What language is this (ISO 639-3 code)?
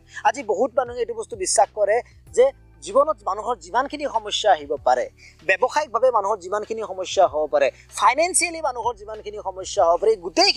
asm